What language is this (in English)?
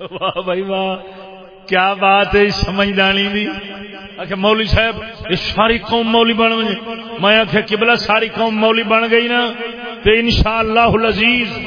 Saraiki